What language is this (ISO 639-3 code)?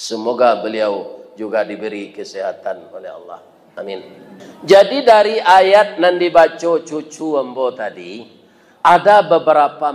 min